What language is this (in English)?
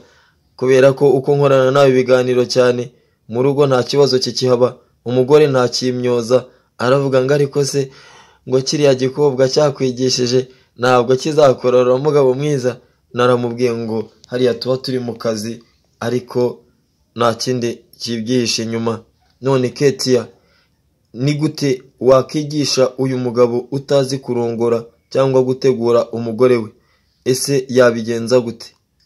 Kinyarwanda